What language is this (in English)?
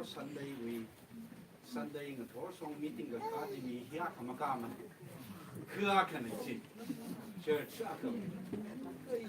Tangkhul Naga (India)